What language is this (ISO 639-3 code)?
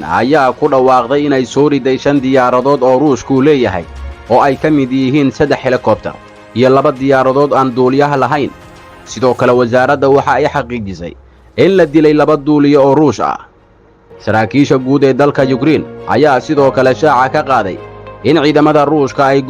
som